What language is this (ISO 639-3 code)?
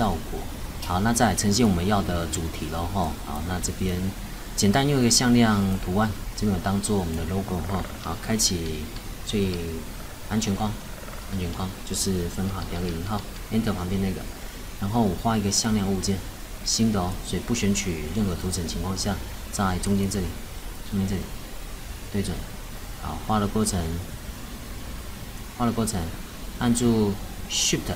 zho